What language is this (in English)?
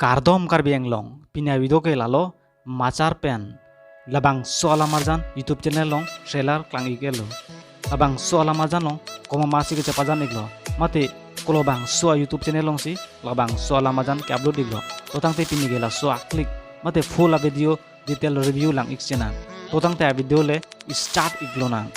Karbi